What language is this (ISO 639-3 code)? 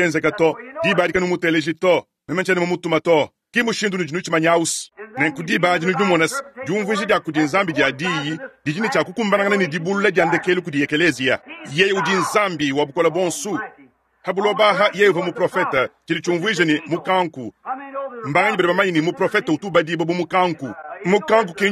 lua